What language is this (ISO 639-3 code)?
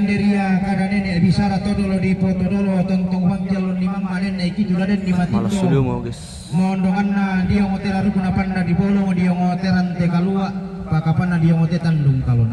sda